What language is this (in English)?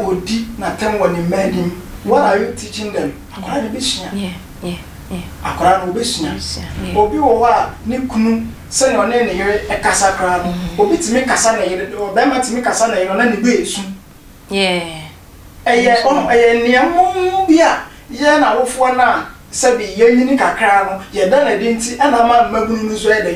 Akan